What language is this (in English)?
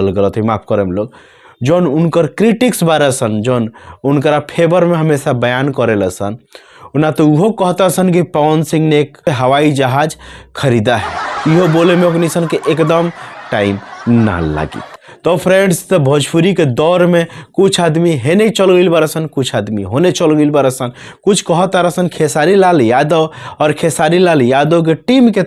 Bhojpuri